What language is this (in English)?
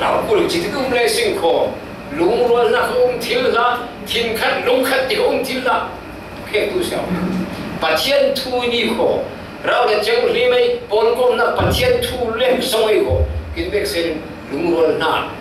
Falam Chin